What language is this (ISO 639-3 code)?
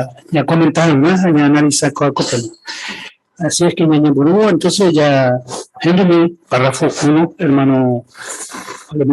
grn